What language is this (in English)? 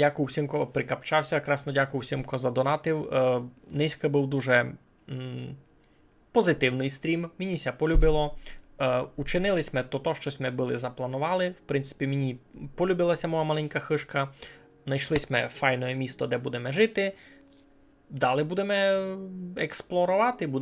Rusyn